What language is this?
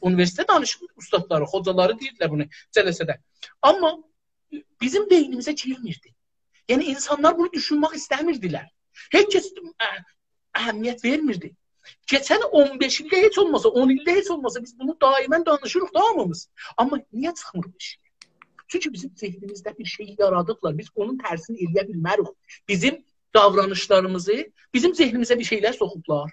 South Azerbaijani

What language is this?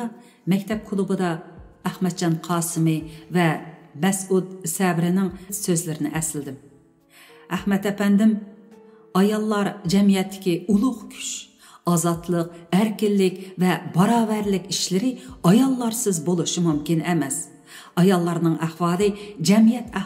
Uyghur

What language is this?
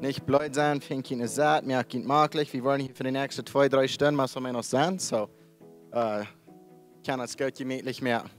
Plautdietsch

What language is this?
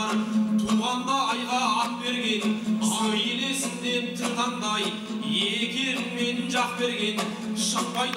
Kazakh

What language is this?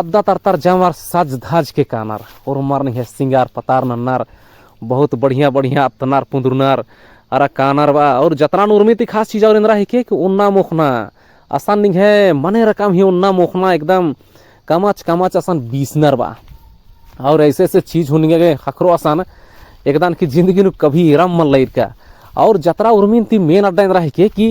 Kurukh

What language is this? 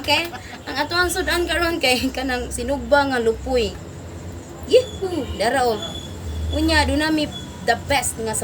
Cebuano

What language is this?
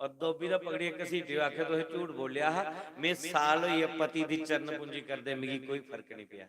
Dogri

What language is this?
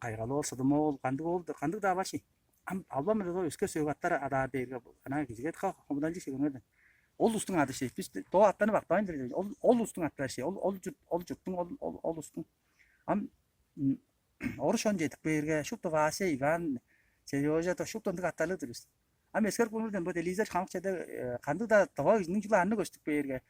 Tuvinian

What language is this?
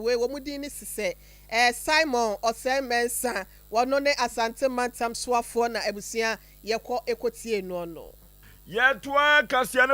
Akan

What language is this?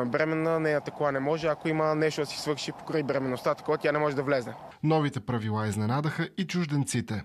Bulgarian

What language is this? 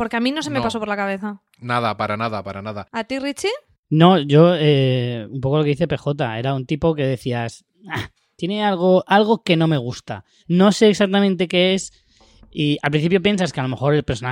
Spanish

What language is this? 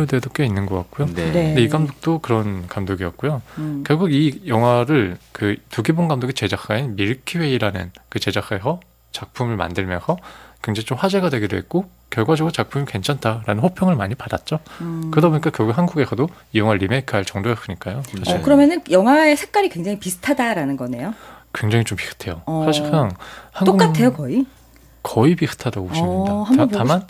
Korean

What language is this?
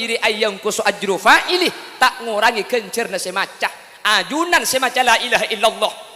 Madurese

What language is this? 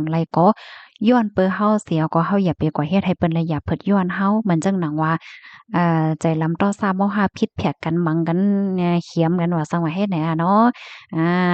Shan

